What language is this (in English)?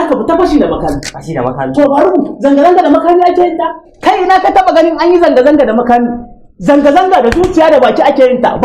Hausa